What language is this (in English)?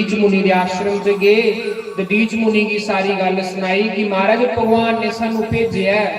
Dogri